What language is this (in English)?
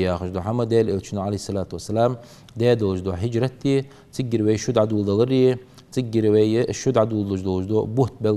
Ingush